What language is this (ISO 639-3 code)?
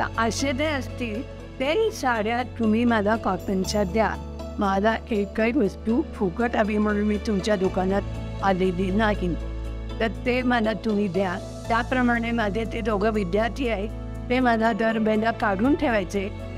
mar